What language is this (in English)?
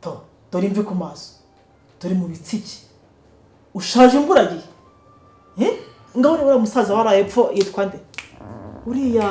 Kinyarwanda